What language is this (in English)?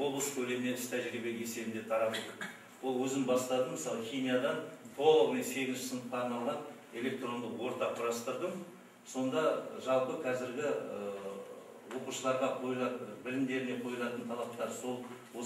Kazakh